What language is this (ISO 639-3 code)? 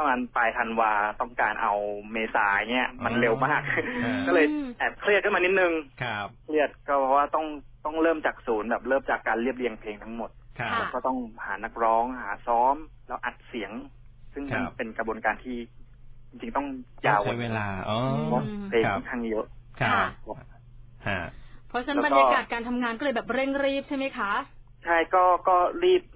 tha